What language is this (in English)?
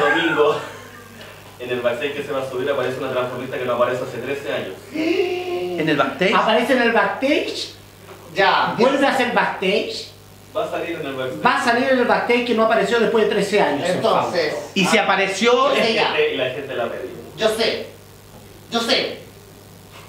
Spanish